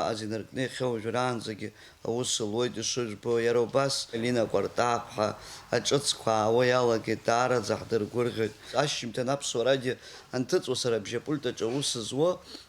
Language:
Abkhazian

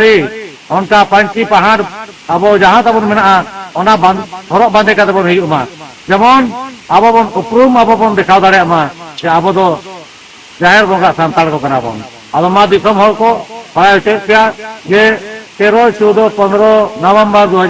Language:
Santali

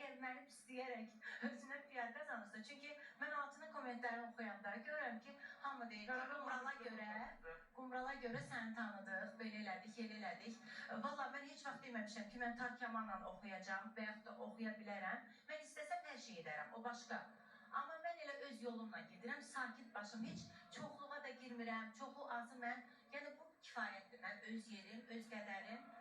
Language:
Azerbaijani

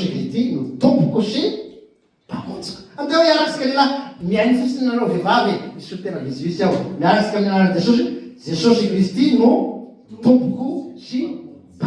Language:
Malagasy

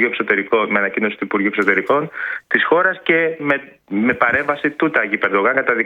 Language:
Greek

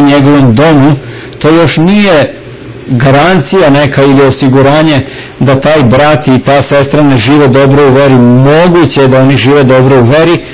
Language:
Serbian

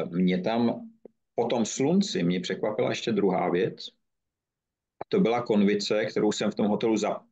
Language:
Czech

